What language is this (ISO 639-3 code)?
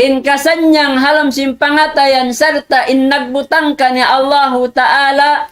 tsg